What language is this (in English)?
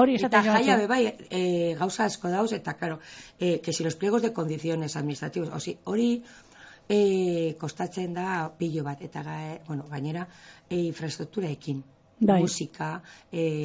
Basque